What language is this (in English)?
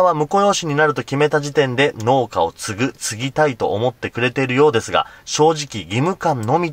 Japanese